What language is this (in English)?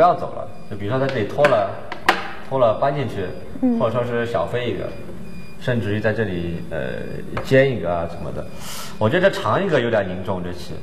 Chinese